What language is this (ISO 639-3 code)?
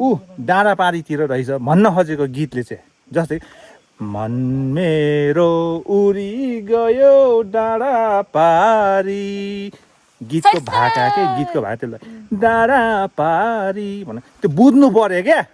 nep